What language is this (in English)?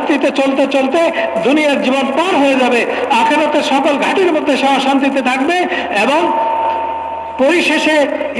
Bangla